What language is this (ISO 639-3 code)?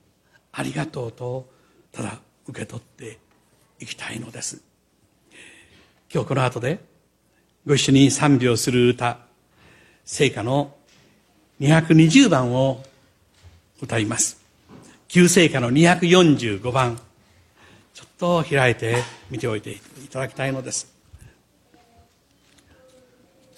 jpn